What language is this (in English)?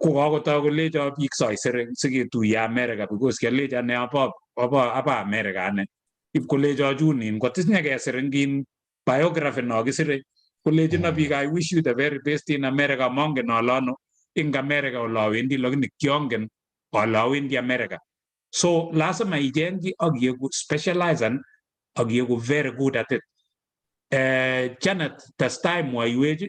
Kalenjin